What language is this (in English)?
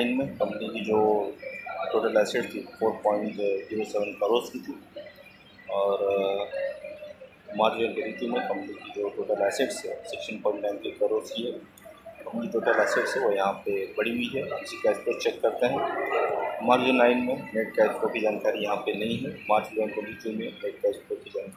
Hindi